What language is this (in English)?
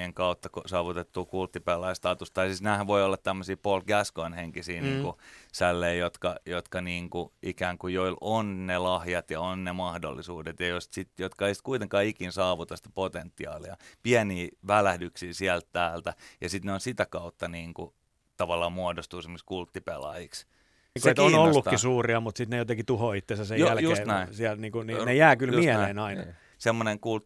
Finnish